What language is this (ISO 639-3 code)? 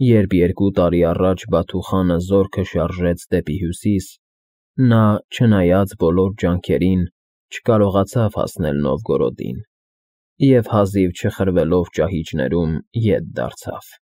hye